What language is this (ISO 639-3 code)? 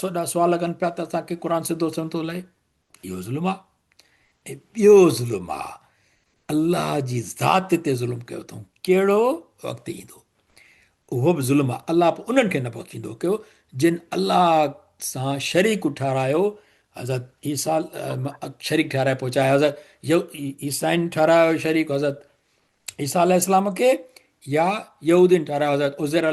snd